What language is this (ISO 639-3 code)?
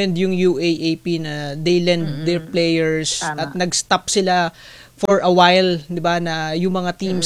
fil